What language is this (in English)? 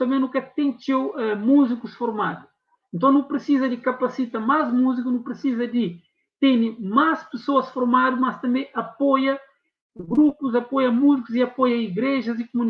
Kabuverdianu